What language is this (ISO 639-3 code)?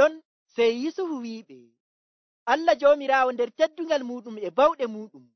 fuv